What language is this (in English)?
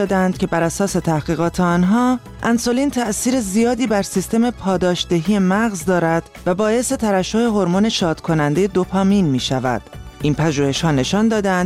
Persian